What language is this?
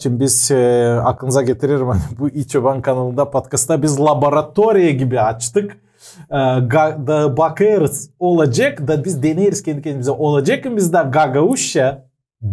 Gagauz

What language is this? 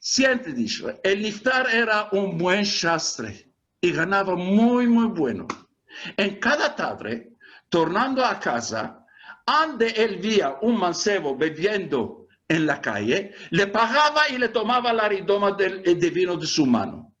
Ladino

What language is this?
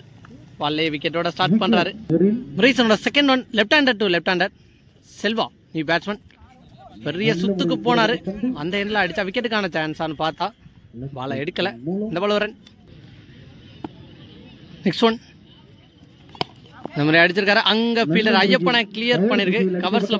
Tamil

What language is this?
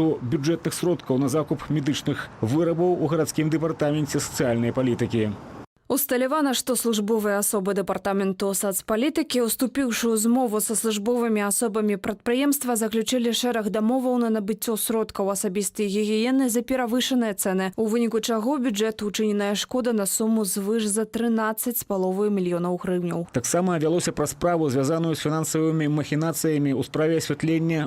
Belarusian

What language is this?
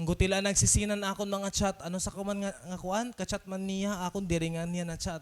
Waray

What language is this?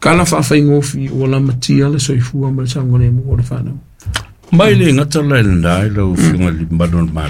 Samoan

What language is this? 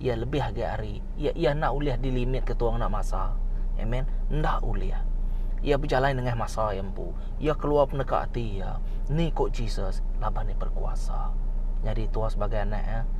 Iban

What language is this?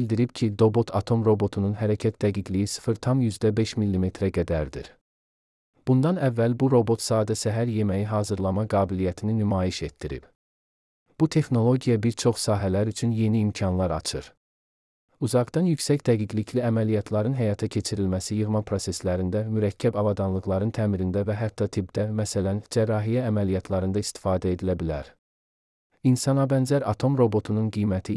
Azerbaijani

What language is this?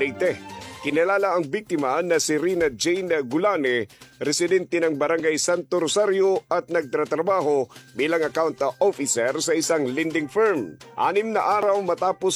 Filipino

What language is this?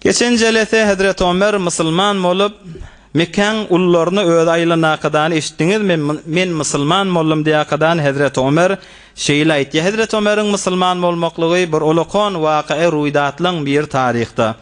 Turkmen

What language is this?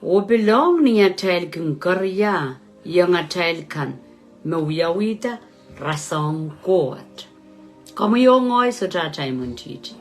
Pohnpeian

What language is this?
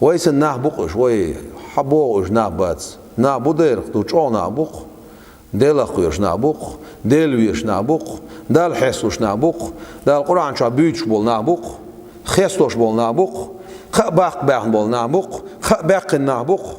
Chechen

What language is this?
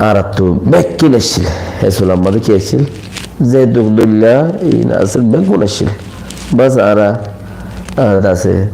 Rohingya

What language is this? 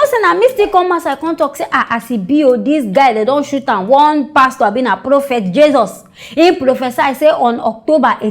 Nigerian Pidgin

